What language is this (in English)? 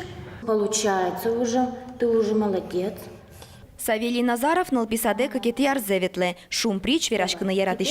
Udmurt